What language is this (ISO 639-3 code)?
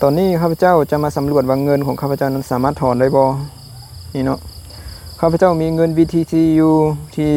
lao